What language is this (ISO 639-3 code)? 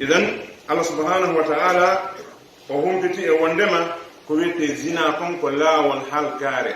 ful